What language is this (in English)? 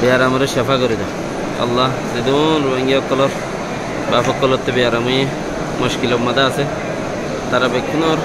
Rohingya